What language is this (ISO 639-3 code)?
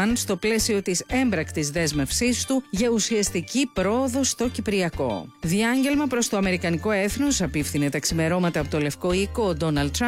ell